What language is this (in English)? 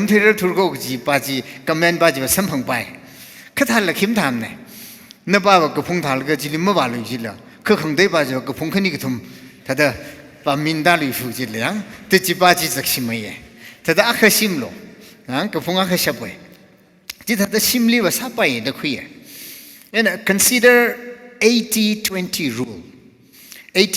Tangkhul Naga (India)